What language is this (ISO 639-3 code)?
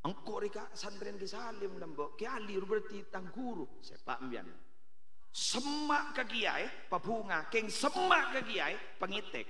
mad